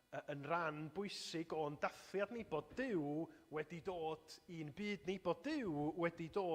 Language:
Welsh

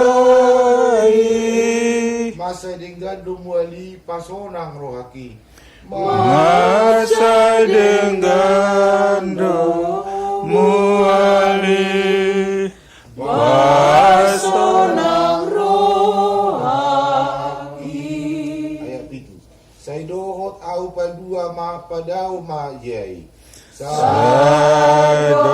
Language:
Batak Toba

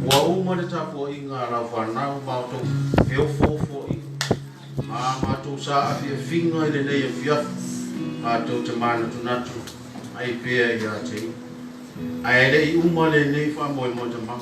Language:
Samoan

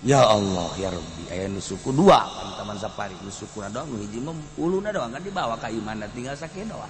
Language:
Sundanese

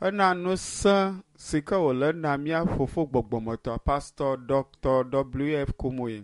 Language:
Ewe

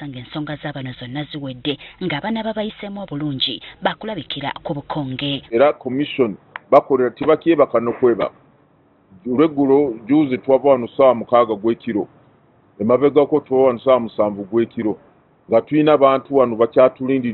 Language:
Ganda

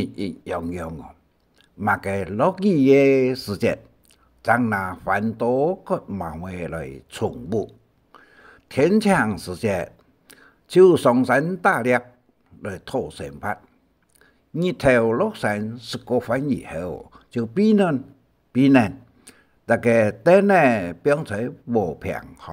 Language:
Hakka Chinese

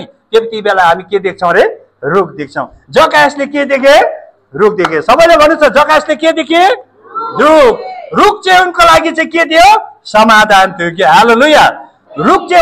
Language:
Nepali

